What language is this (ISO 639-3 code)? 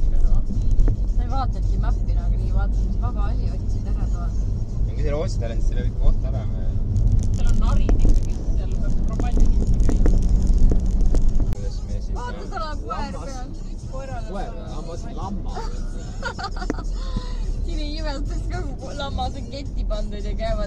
est